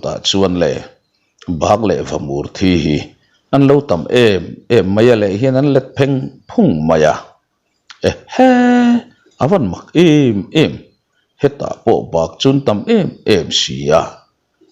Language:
Mizo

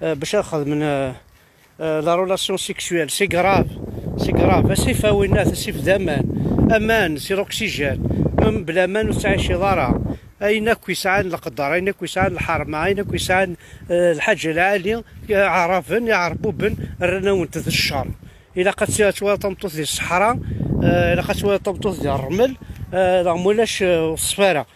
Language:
Kabyle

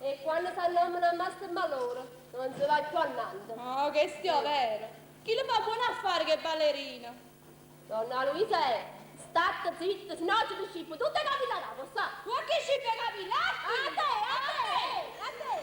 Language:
Neapolitan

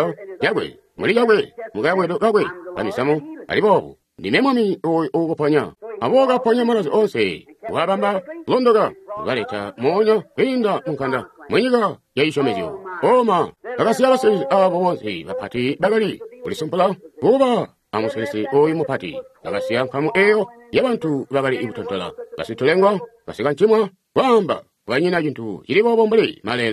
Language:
Tonga (Zambia)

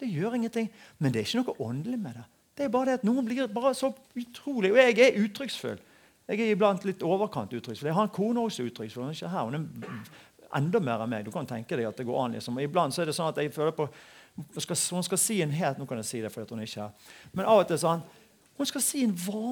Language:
Norwegian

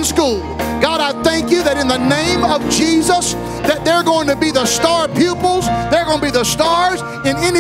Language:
English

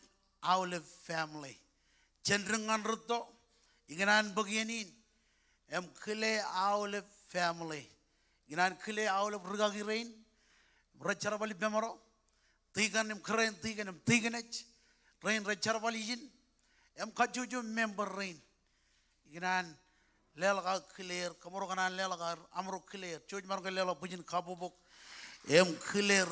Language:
Marshallese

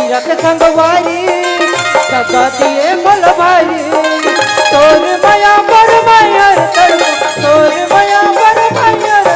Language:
Chhattisgarhi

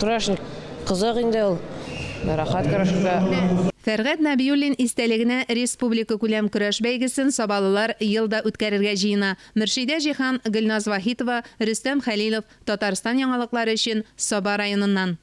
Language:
Tatar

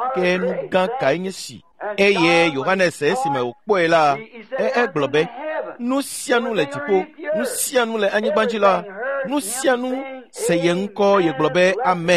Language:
Ewe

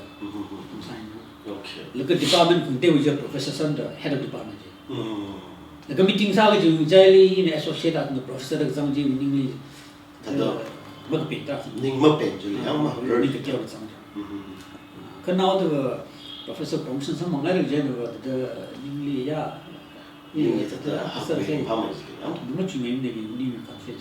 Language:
Tangkhul Naga (India)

